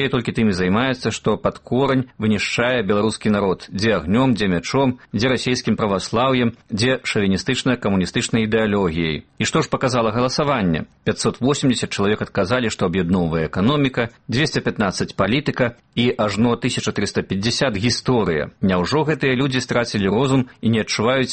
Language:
Belarusian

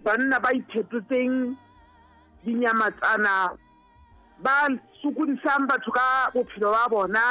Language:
Southern Sotho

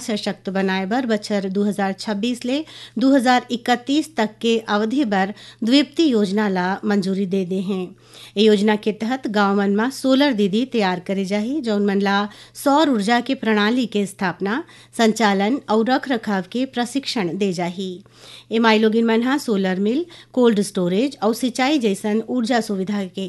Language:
Chhattisgarhi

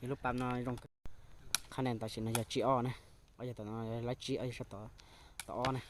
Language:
Hmong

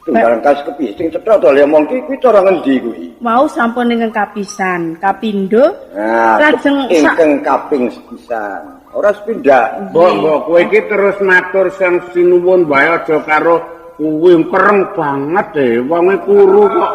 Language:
Javanese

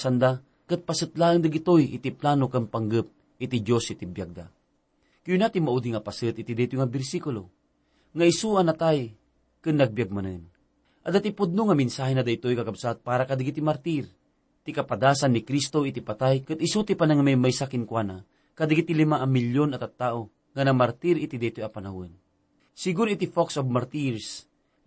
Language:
Iloko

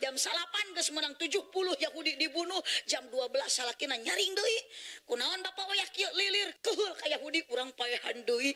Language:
Sundanese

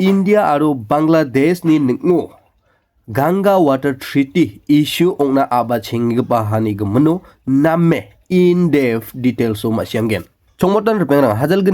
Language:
Garo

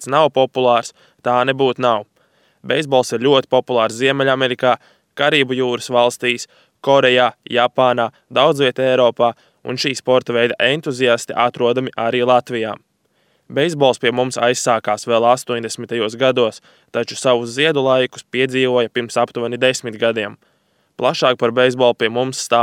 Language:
Latvian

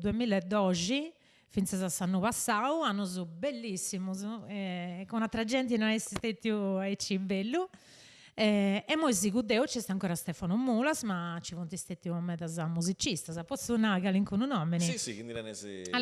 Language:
Sardinian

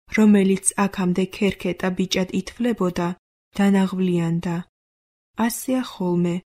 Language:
Georgian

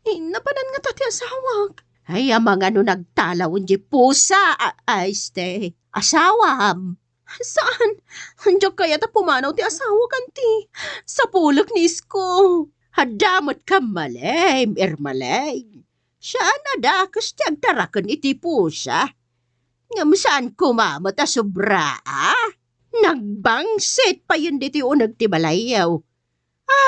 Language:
Iloko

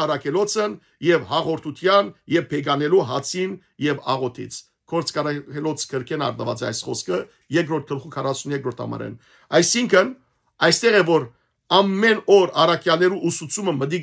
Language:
Western Armenian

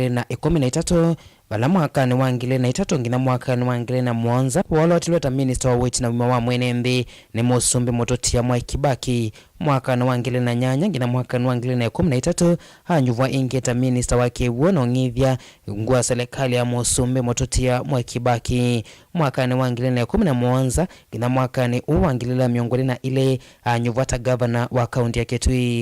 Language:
Kamba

